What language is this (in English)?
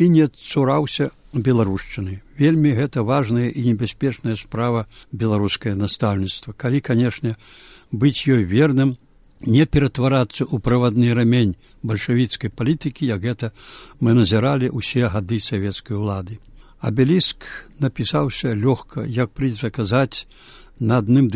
Belarusian